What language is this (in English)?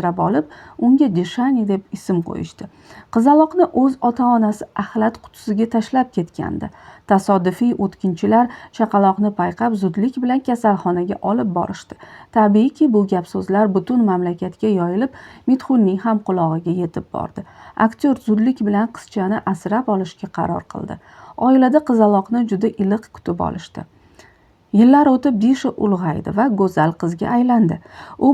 Uzbek